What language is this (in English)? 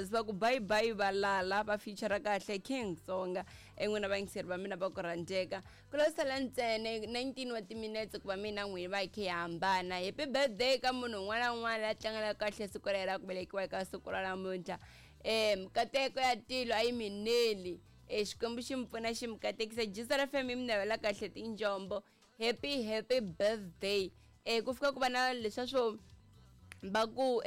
Tsonga